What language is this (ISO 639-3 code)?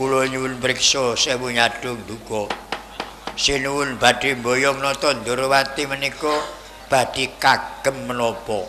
jav